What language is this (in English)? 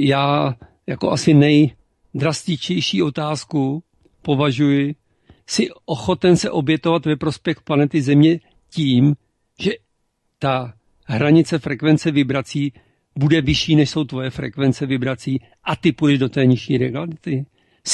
Czech